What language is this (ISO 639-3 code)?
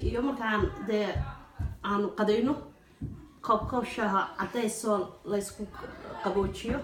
som